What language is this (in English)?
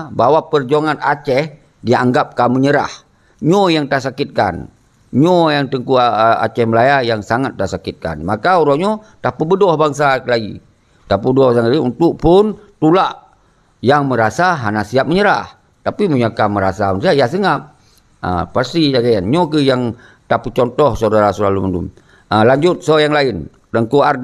Achinese